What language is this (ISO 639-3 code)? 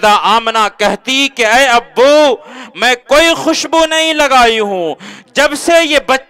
urd